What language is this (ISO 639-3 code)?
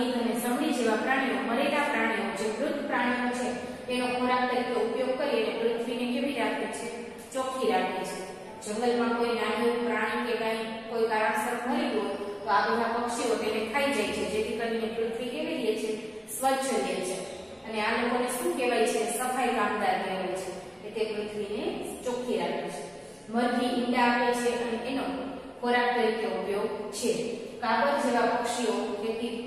guj